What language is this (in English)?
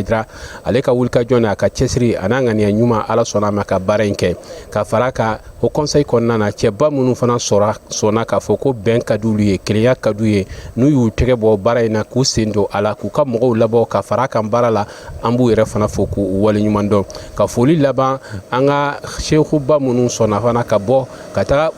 Bambara